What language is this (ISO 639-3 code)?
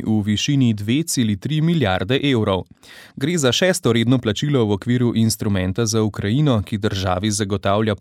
slv